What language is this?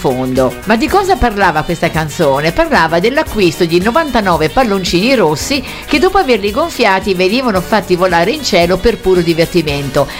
Italian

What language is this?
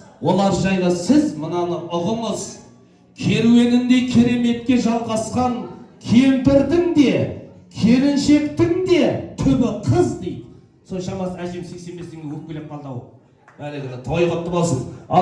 Kazakh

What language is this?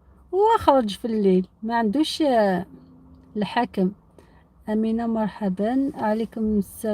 Algerian Arabic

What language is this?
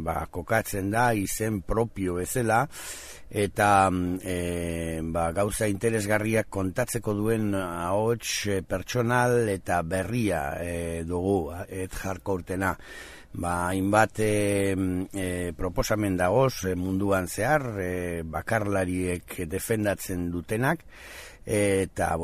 Basque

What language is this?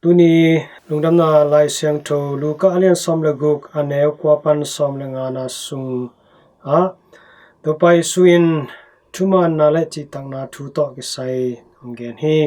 Tedim Chin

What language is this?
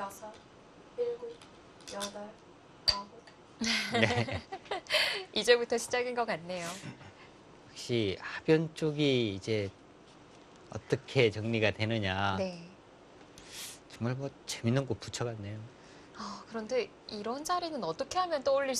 Korean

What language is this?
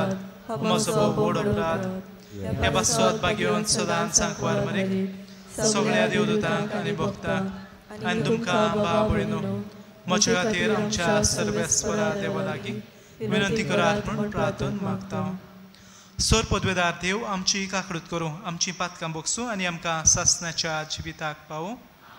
Konkani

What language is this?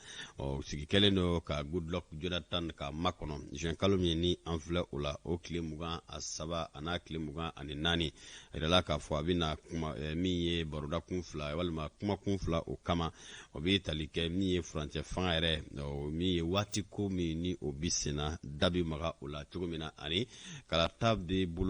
Bambara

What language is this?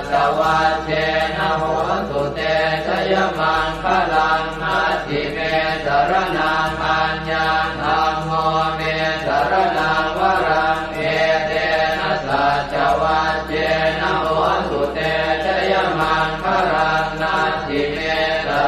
Pali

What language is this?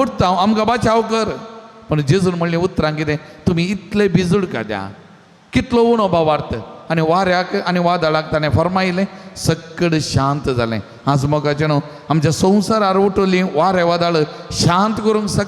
Konkani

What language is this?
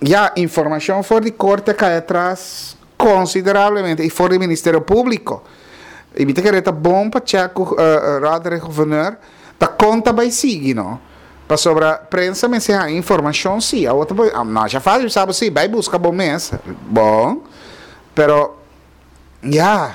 Papiamento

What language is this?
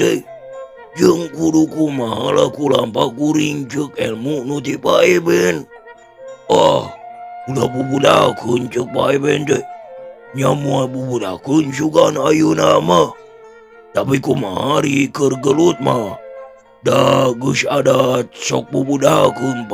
Sundanese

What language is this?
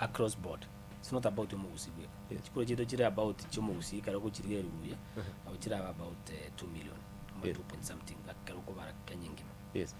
Gusii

